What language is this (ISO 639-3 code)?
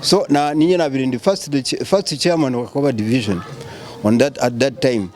nyn